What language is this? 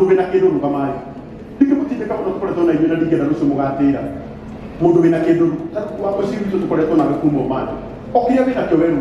Kikuyu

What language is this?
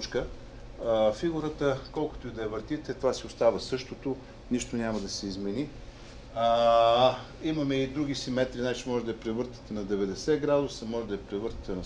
Bulgarian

